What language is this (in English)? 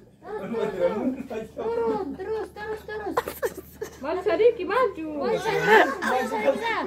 Ambonese Malay